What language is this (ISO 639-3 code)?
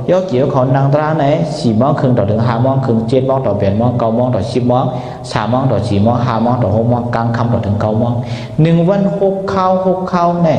shn